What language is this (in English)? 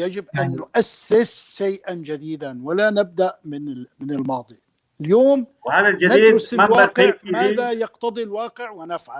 North Levantine Arabic